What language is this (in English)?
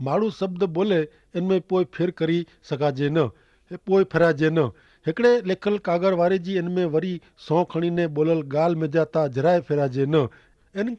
Kachhi